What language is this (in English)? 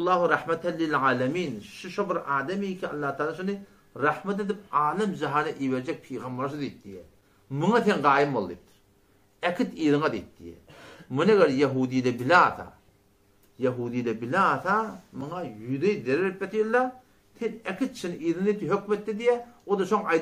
Turkmen